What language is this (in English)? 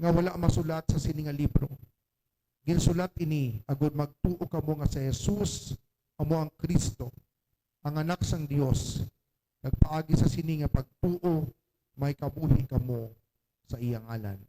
Hiligaynon